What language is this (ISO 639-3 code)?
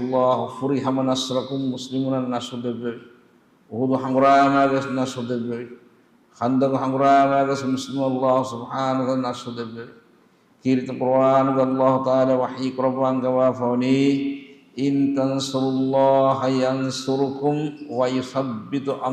div